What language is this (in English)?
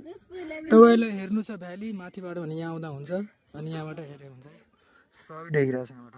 Nepali